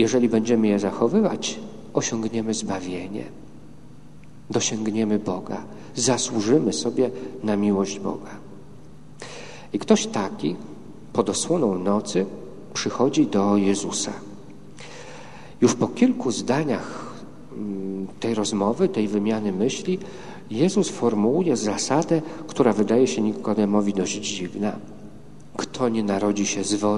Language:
Polish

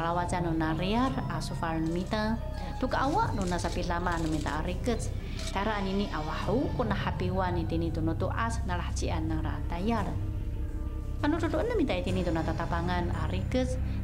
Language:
Chinese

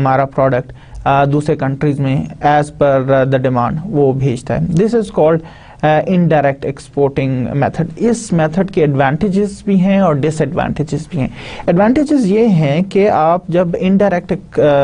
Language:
Urdu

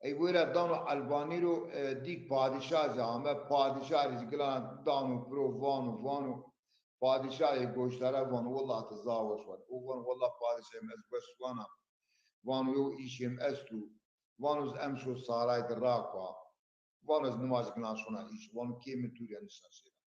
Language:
Zaza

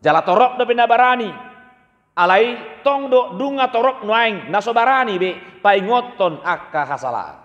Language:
Batak Toba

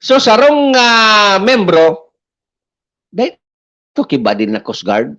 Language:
Bikol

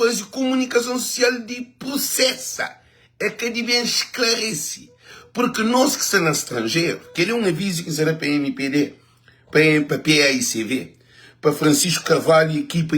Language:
Kabuverdianu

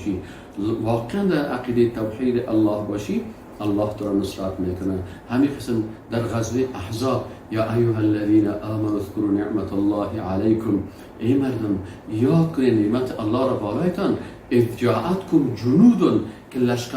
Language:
Persian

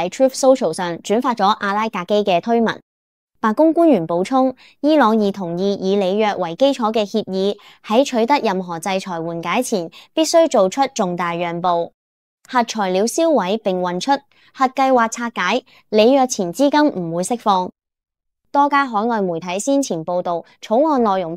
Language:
Cantonese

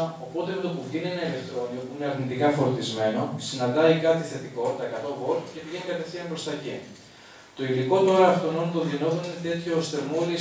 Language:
Greek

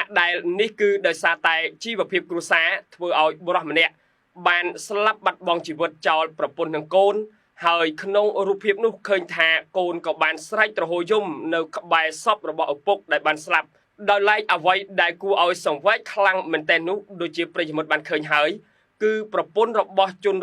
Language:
Khmer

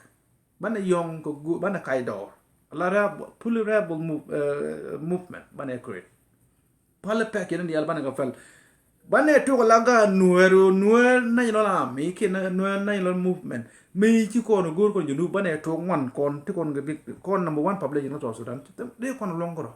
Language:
Nuer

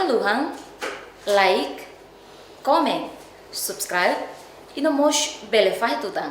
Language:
Tetum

